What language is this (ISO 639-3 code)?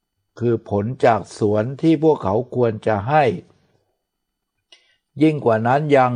tha